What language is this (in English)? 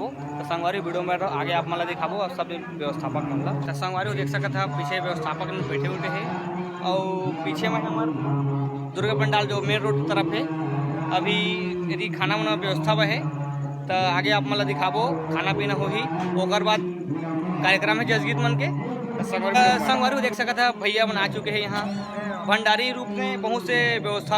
Chhattisgarhi